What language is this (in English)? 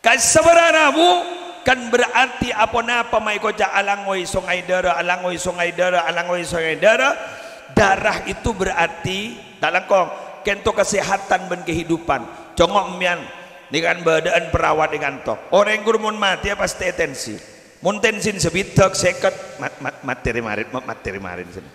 Madurese